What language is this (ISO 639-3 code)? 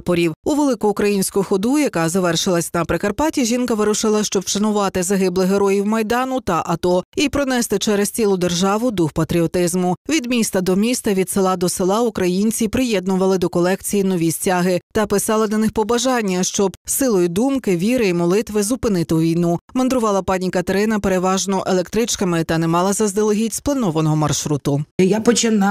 ukr